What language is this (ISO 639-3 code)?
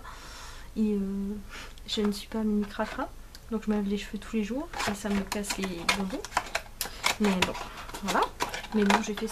fra